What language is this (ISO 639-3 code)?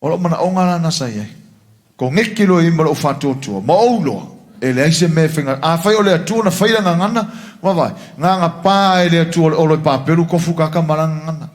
smo